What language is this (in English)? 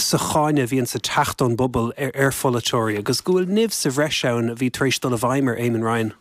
Irish